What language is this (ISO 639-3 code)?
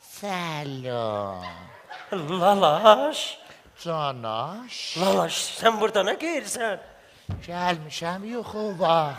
azb